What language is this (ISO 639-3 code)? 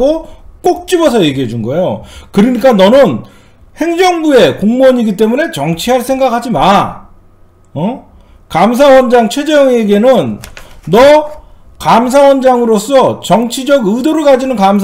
kor